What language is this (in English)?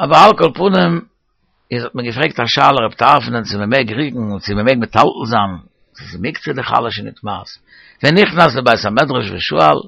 Yiddish